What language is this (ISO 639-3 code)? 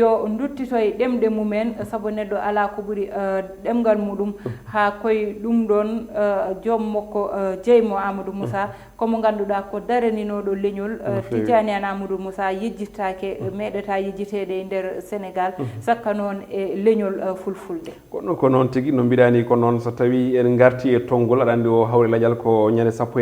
ful